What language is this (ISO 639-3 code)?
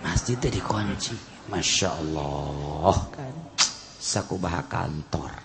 sun